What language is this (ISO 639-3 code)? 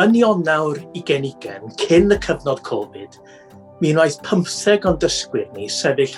cym